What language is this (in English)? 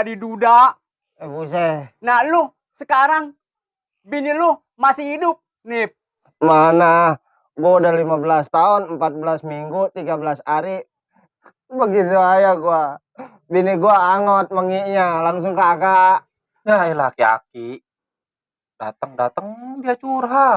Betawi